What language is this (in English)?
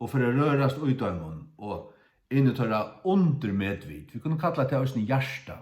Faroese